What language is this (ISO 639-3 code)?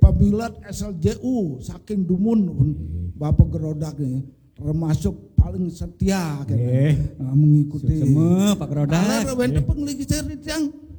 ban